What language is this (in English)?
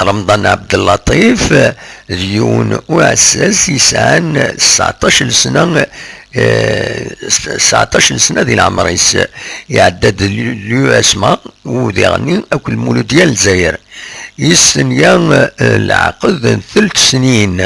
Kabyle